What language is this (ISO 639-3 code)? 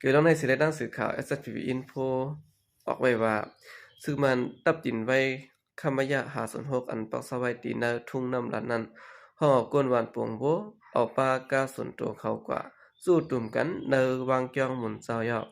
shn